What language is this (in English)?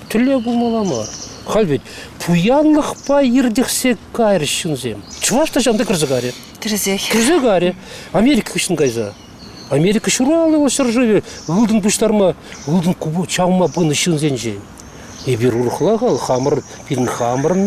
Chuvash